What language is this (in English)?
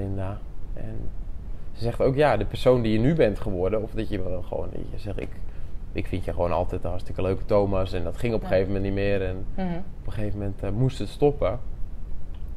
Dutch